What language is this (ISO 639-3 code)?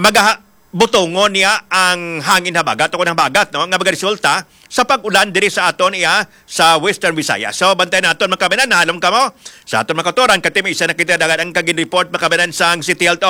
hil